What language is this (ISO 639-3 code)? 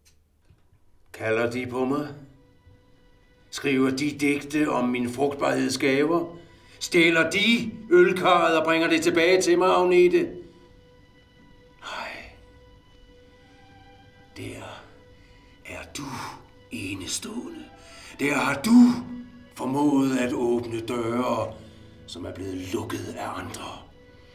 dan